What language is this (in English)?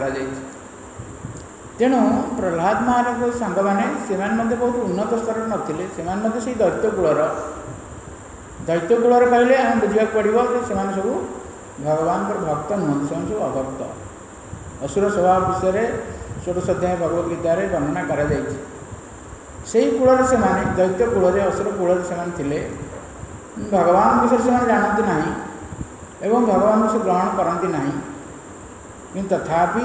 Odia